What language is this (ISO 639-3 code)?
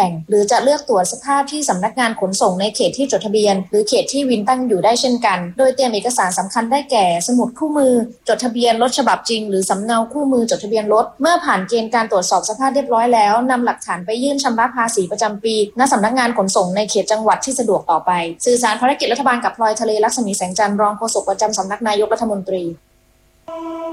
tha